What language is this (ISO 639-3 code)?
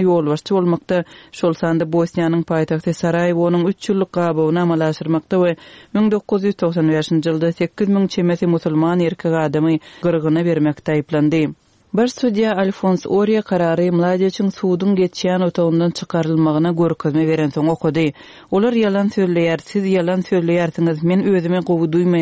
tuk